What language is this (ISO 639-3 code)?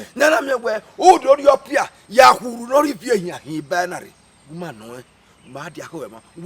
bin